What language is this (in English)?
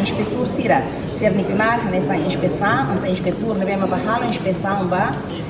Tetum